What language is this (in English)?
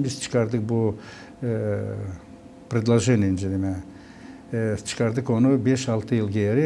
Gagauz